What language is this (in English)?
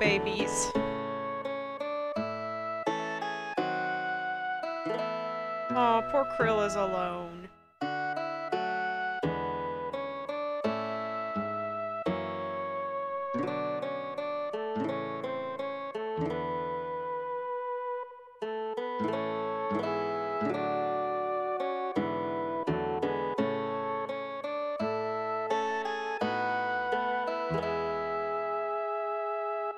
English